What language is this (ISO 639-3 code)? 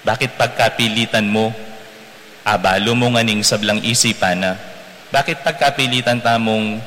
pam